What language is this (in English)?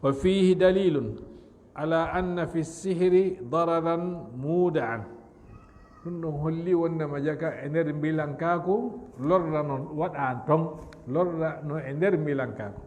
Fula